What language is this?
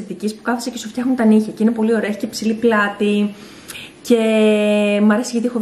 Greek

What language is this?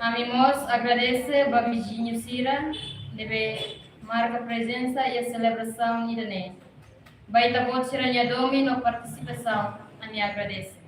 Tetum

